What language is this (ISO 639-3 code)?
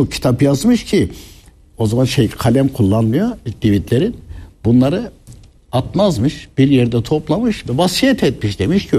tur